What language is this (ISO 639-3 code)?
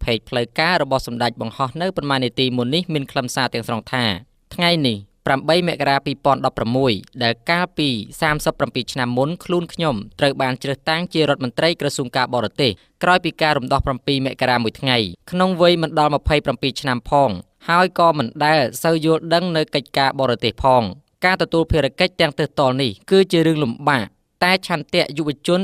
khm